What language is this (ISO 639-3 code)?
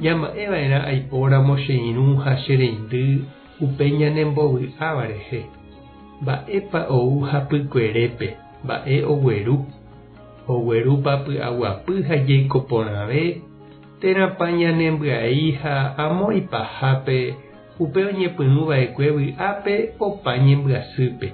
grn